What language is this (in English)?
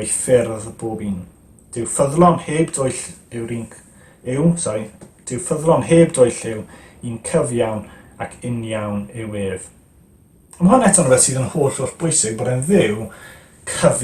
Welsh